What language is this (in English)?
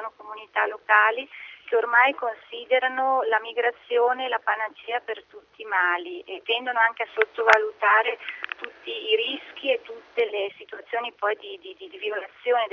Italian